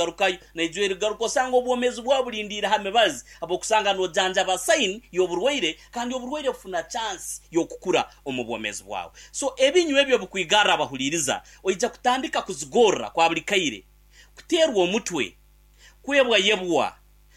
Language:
Nyankole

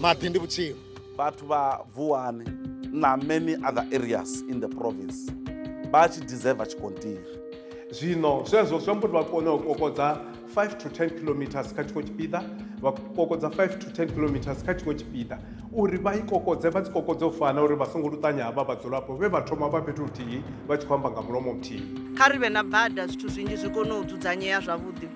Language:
Venda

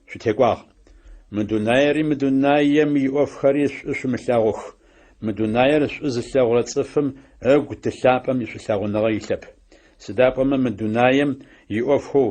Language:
Adyghe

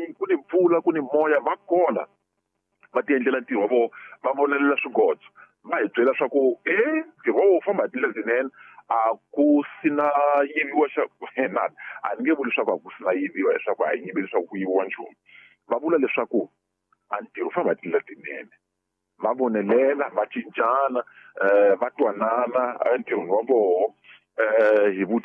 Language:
Tsonga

